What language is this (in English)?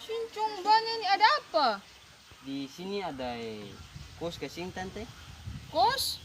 Ambonese Malay